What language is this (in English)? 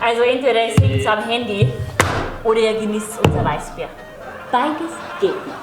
Bavarian